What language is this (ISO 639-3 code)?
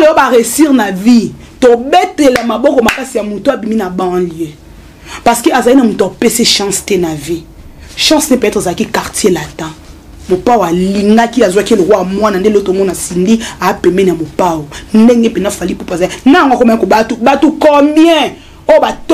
lin